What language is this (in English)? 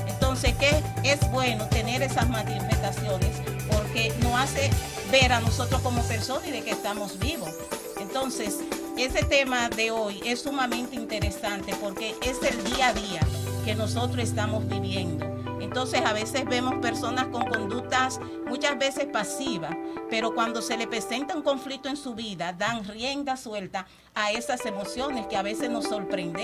Spanish